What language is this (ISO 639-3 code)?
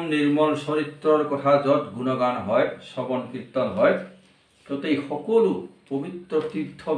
asm